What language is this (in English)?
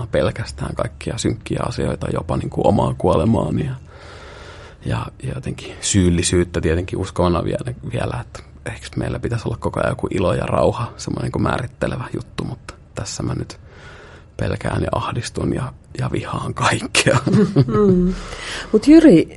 Finnish